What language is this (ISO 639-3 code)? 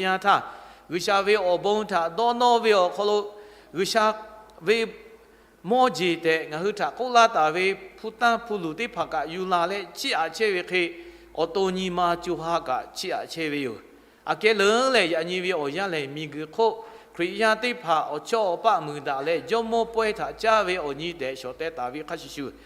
lhu